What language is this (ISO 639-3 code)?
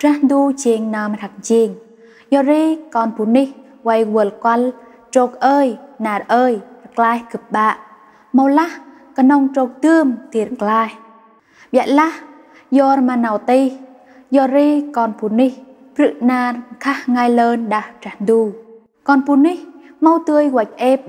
cmo